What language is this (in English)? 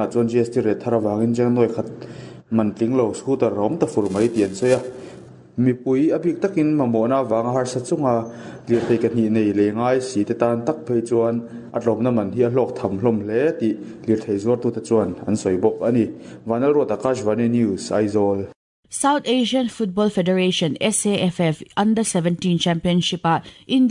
Mizo